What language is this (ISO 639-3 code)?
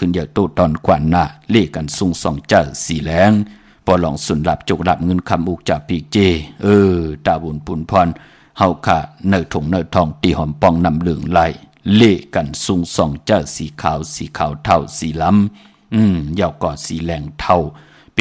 shn